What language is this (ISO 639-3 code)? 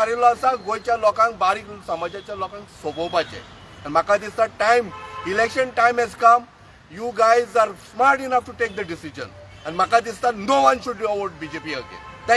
kok